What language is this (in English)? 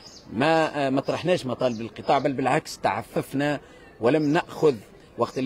Tunisian Arabic